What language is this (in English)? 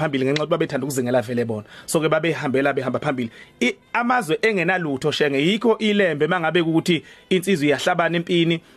Zulu